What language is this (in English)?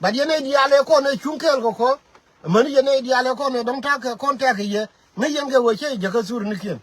Nuer